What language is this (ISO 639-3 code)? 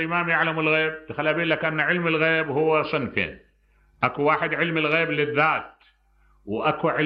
acm